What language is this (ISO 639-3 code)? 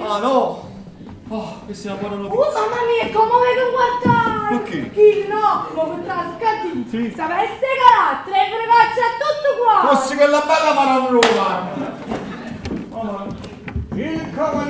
nap